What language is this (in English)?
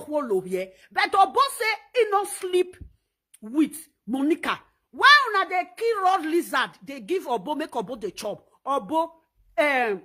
Nigerian Pidgin